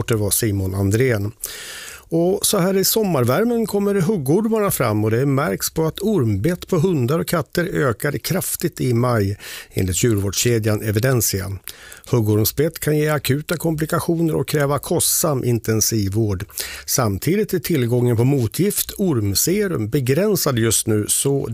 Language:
Swedish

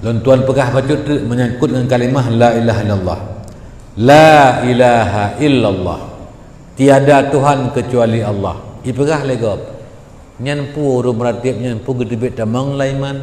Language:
Achinese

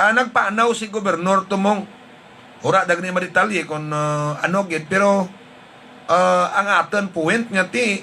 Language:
Hiligaynon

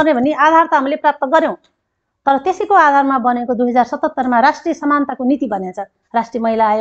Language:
Nepali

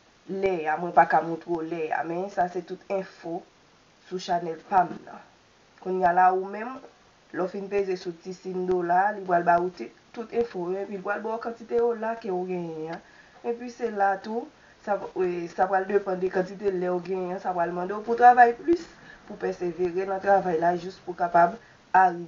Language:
Haitian Creole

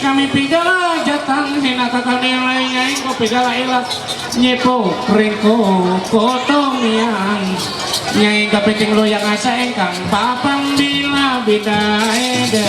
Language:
Ma'anyan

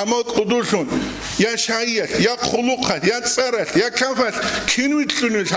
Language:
Avaric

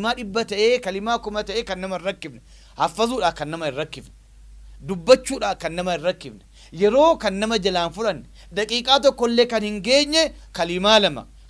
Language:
Oromo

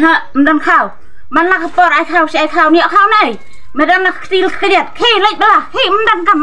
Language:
Khasi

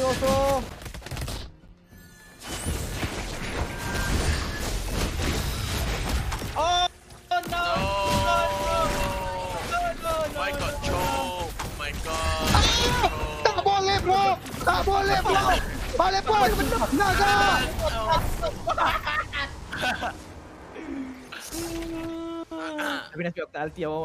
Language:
Malay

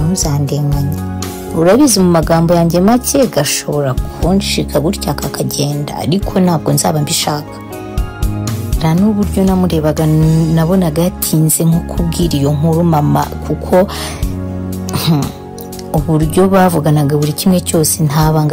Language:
Kinyarwanda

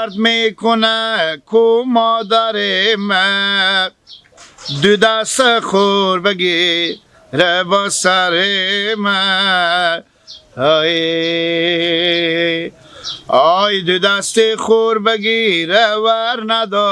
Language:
Hazaragi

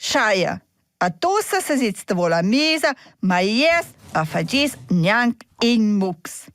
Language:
Romansh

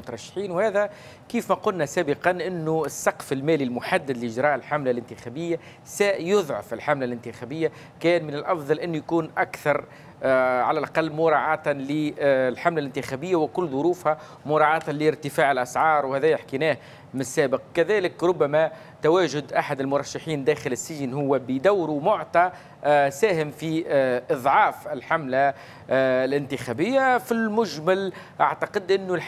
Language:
Tunisian Arabic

